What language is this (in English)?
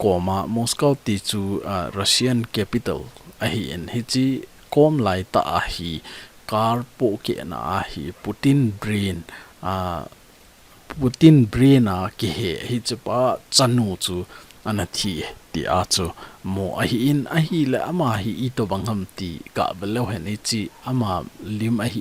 Thado Chin